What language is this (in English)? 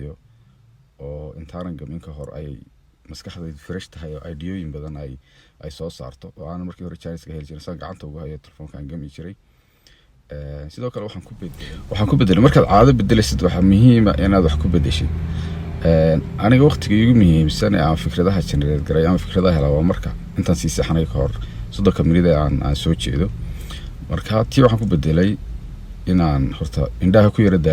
Somali